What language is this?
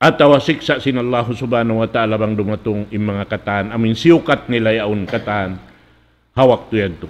Tausug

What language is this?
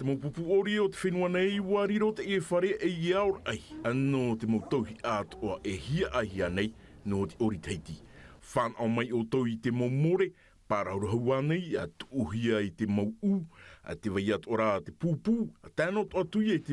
Tahitian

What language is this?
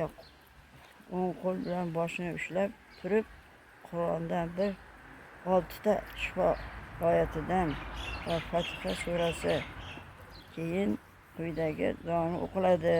Uzbek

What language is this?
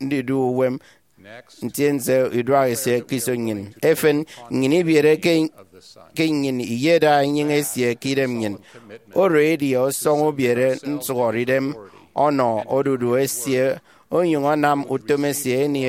Efik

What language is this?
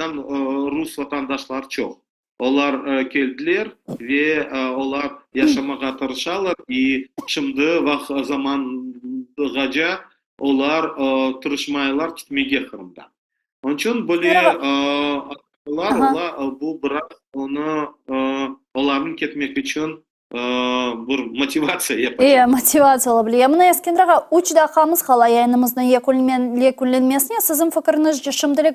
Crimean Tatar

